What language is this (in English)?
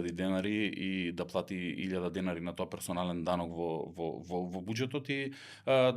Macedonian